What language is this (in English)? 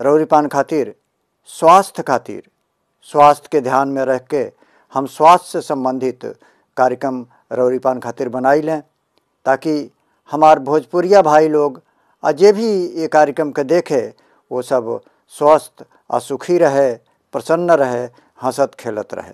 Bhojpuri